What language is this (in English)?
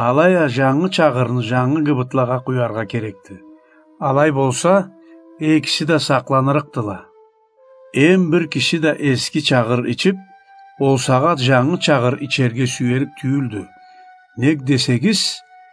Karachay-Balkar